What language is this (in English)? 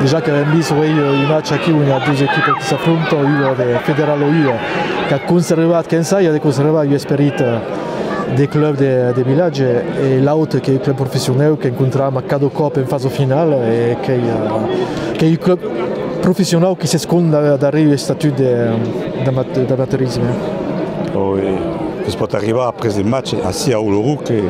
Occitan